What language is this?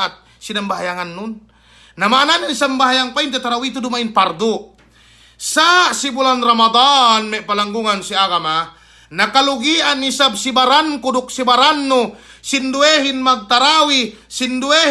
Yakan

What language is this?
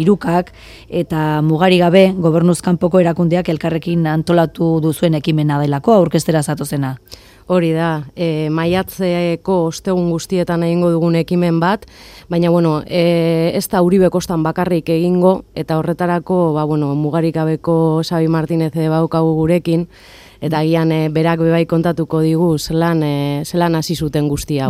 Basque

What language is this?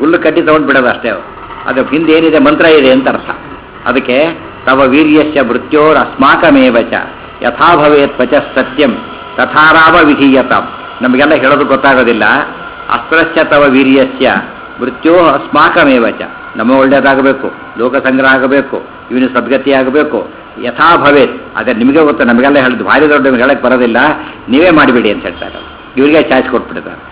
Kannada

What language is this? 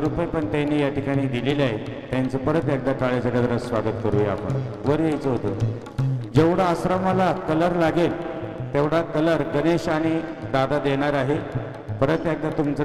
Marathi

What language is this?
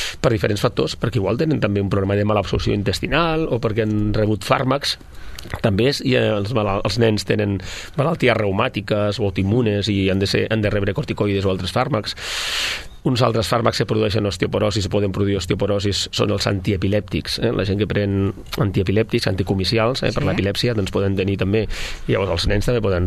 Catalan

